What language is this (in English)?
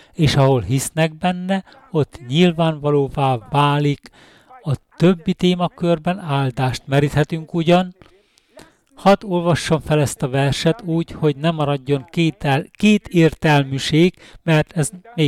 Hungarian